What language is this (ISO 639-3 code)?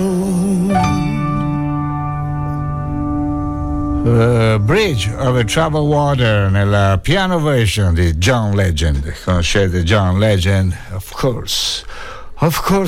ita